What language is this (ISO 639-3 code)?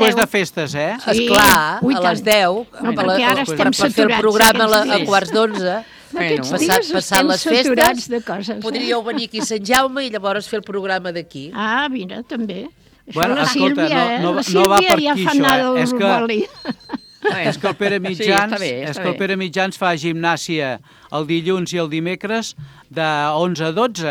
cat